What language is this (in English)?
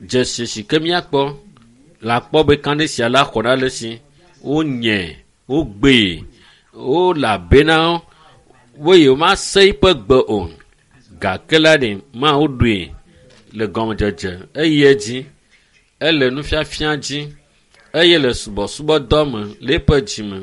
Ewe